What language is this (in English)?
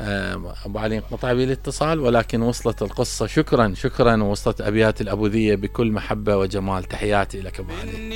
Mesopotamian Arabic